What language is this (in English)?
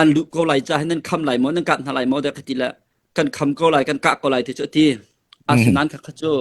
Hakha Chin